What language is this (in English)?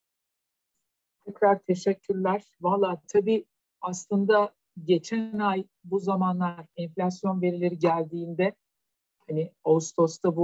Turkish